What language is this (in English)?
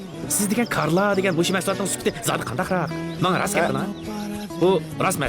Uyghur